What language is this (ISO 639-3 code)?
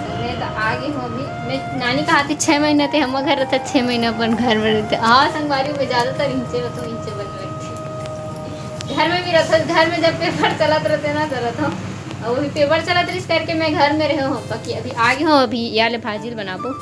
hne